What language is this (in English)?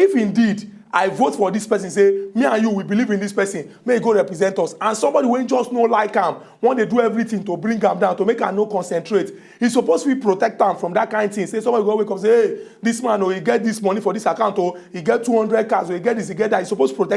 Nigerian Pidgin